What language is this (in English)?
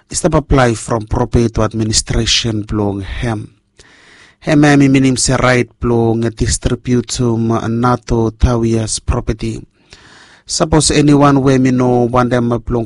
Bislama